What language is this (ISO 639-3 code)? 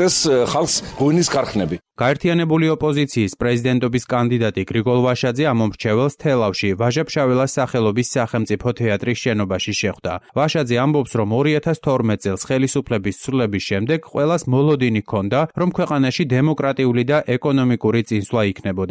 kat